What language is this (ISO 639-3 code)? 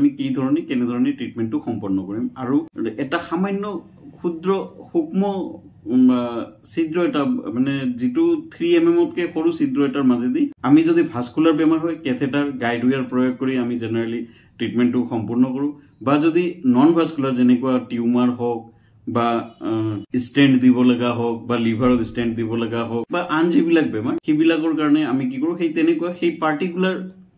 asm